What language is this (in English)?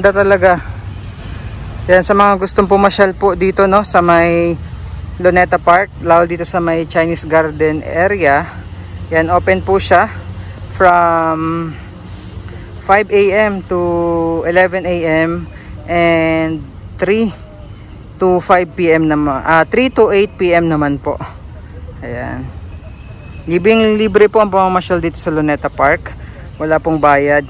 Filipino